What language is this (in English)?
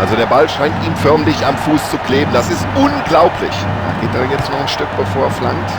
Bavarian